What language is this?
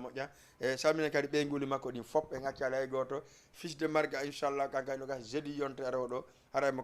Fula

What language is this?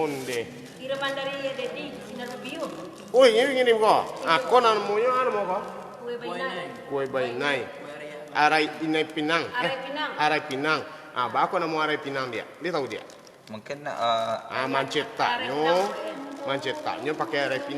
Minangkabau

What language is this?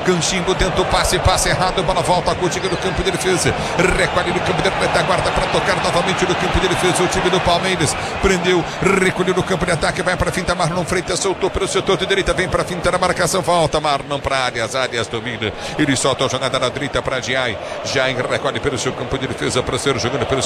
Portuguese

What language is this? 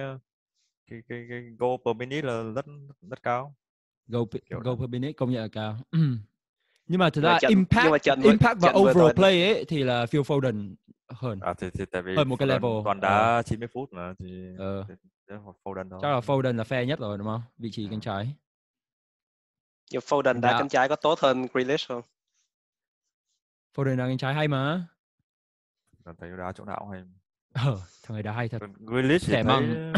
Vietnamese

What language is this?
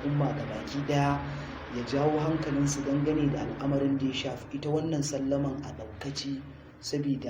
Hausa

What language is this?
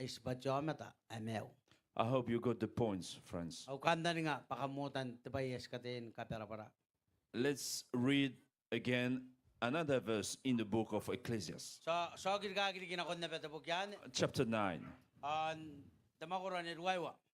Gilbertese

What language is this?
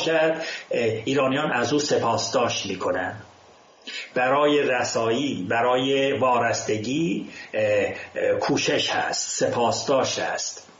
Persian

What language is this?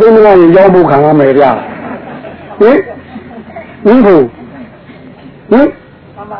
Burmese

